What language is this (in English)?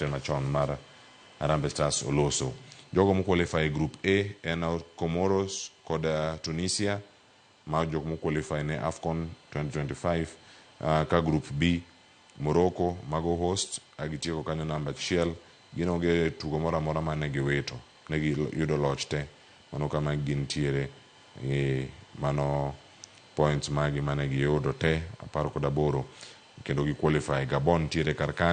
Luo (Kenya and Tanzania)